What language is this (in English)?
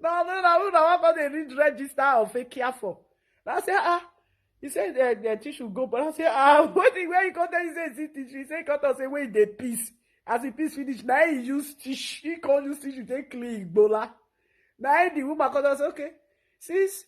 Nigerian Pidgin